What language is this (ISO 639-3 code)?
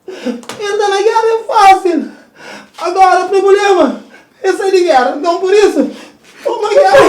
kea